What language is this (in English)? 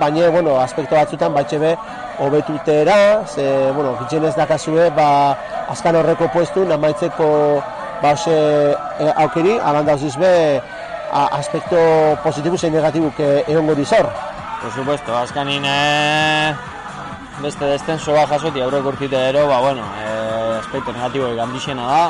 Basque